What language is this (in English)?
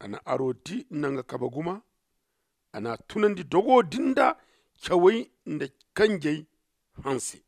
Zarma